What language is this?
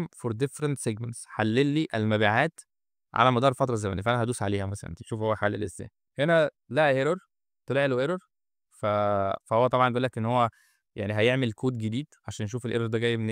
Egyptian Arabic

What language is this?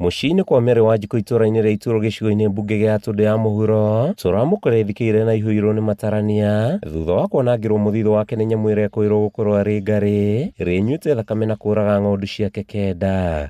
Kikuyu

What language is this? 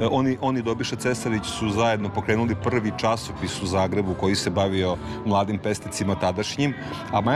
Serbian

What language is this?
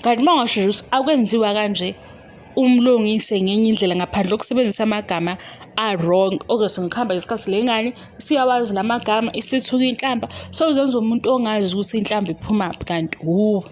Zulu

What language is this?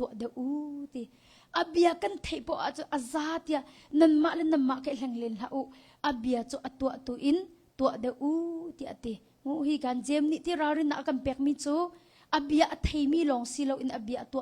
Hakha Chin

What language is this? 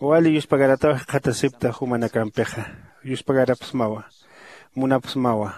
Aymara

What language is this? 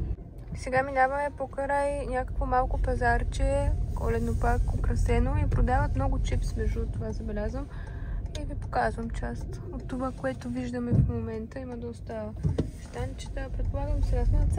Bulgarian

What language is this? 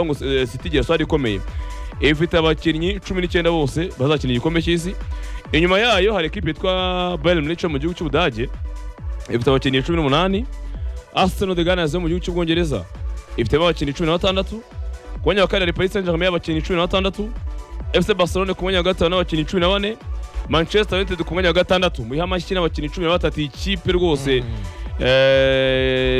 Kinyarwanda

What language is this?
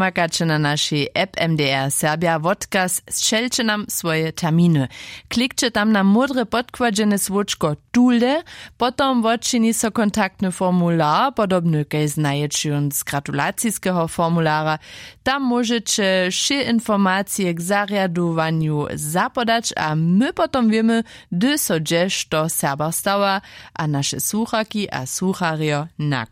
Upper Sorbian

